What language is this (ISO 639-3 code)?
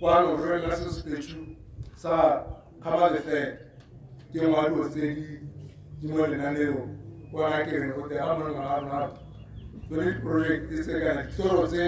tsn